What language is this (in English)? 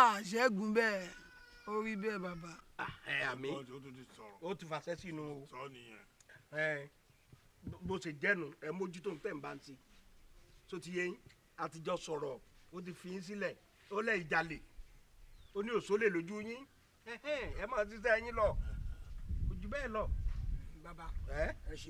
Yoruba